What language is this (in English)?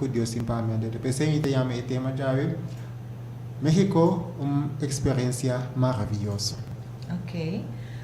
Papiamento